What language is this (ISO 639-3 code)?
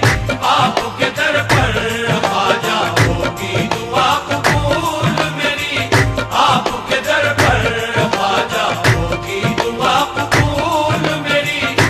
hin